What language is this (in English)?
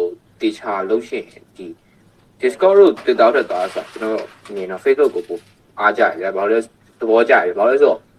Burmese